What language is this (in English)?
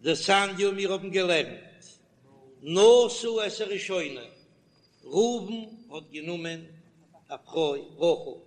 Yiddish